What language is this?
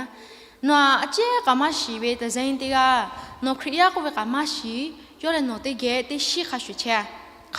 Lahu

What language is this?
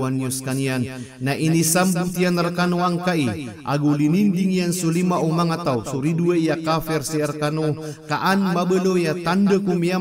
Maranao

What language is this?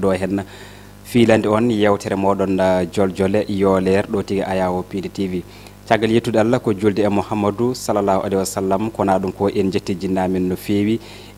Fula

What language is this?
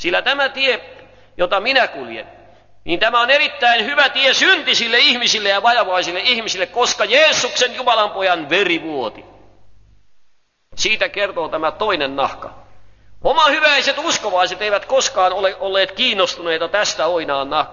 Finnish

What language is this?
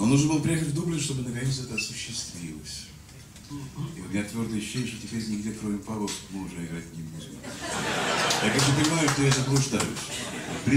Russian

